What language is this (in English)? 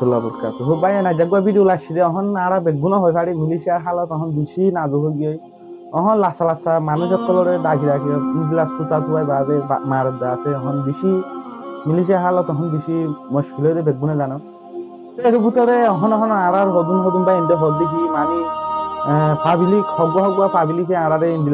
Rohingya